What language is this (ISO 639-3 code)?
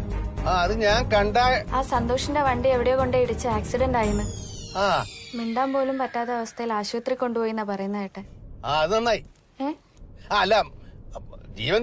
mal